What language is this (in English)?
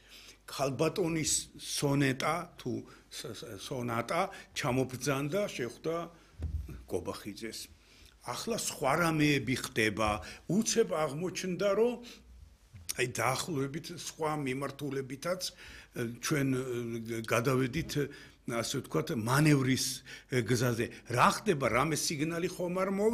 Georgian